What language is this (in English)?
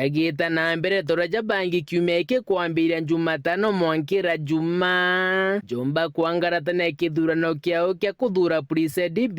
Meru